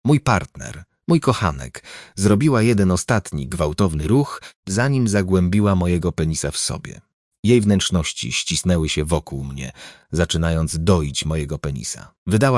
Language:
Polish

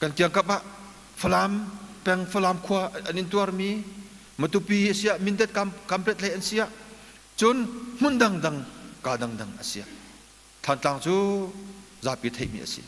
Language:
Hakha Chin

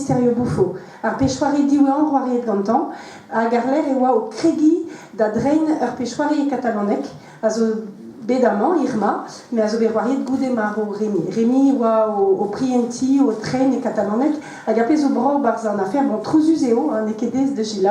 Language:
Breton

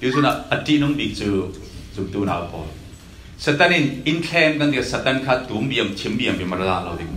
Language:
Falam Chin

